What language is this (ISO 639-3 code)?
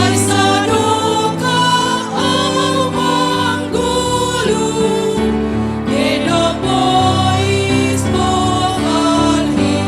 bts